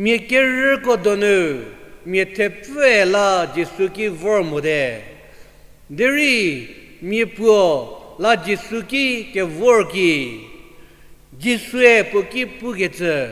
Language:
Angami Naga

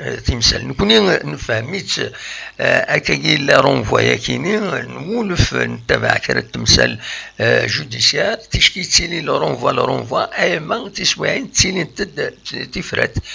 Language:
Kabyle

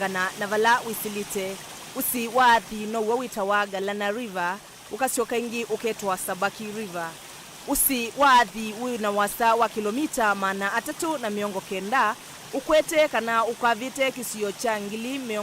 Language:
Kamba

